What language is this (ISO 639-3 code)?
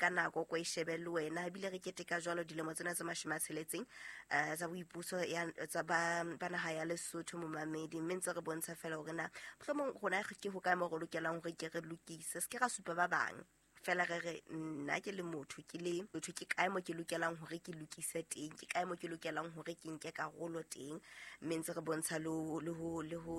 sot